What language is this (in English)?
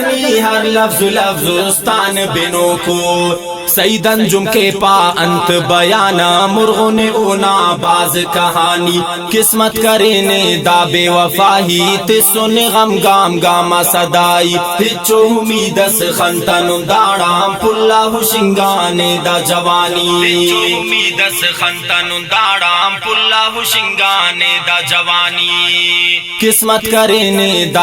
Brahui